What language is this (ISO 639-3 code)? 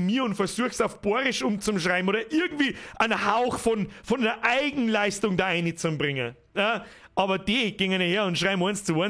bar